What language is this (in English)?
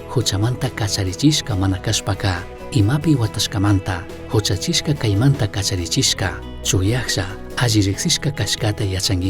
Chimborazo Highland Quichua